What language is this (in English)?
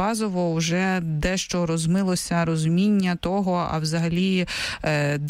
Ukrainian